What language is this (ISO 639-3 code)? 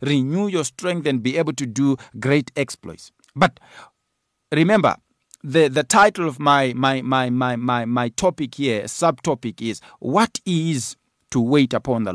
eng